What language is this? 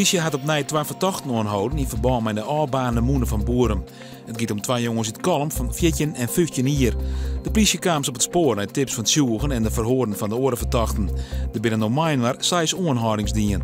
Western Frisian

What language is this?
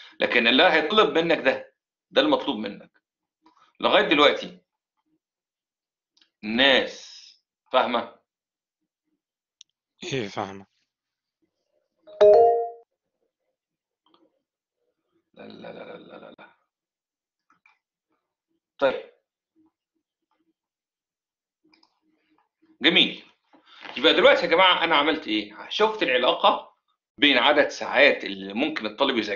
Egyptian Arabic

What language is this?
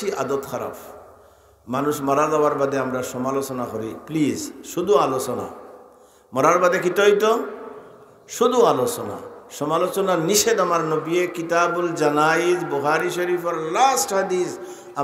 Sylheti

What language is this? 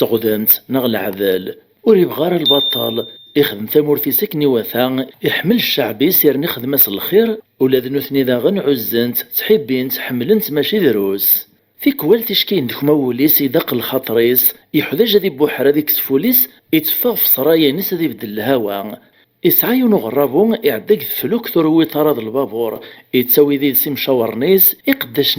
Kabyle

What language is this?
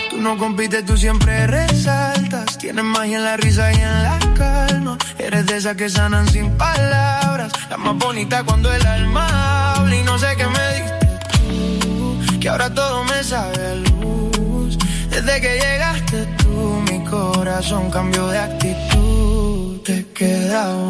Spanish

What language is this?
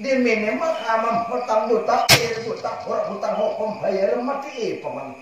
Banjar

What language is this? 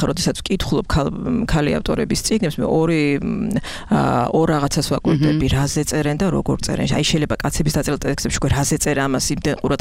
Georgian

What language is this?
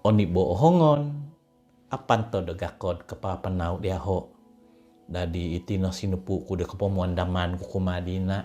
Central Dusun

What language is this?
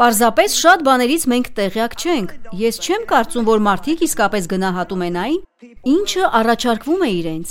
Armenian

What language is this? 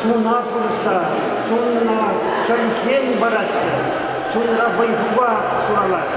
Chuvash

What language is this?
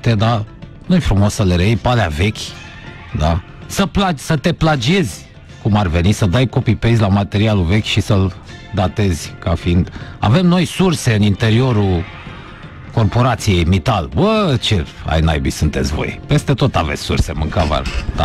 Romanian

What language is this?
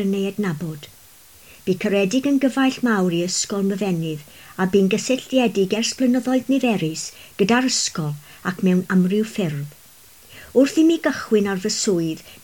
Welsh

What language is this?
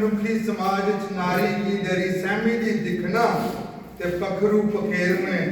Dogri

